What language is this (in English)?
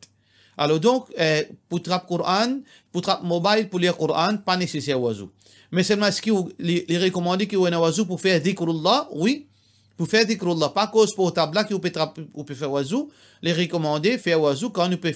Morisyen